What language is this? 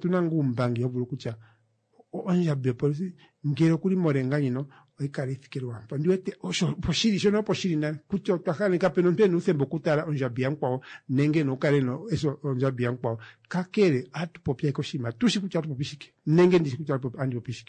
Kuanyama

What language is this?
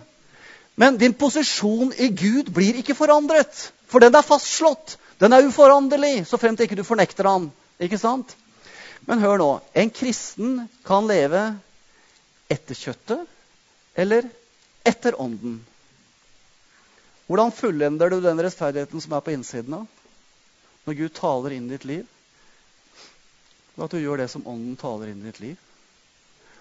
Norwegian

